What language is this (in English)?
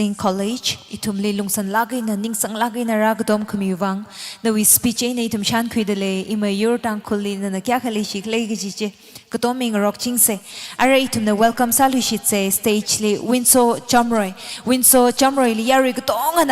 Tangkhul Naga (India)